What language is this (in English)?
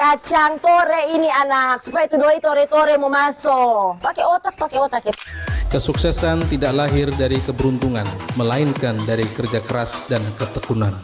Manado Malay